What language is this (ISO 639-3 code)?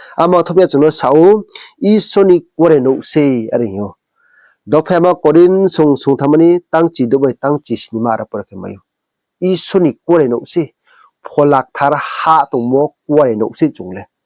ria